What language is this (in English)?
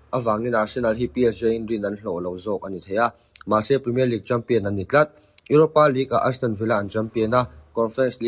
Mizo